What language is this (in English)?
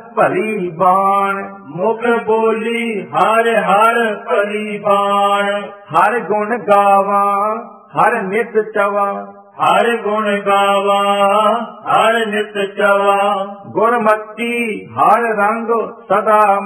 Punjabi